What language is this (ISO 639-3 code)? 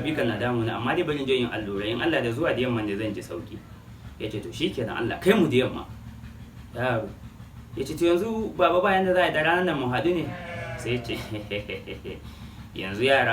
hau